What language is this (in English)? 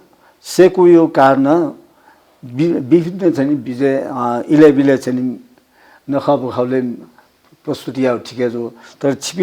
Newari